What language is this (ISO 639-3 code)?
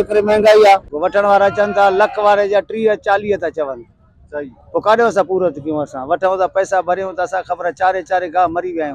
snd